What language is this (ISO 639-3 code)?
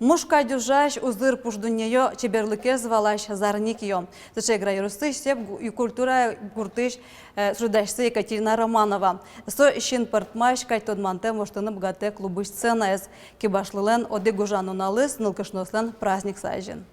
udm